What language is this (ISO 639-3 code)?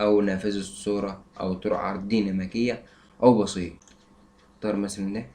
arz